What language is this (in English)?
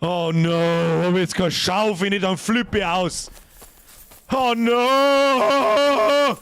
Bavarian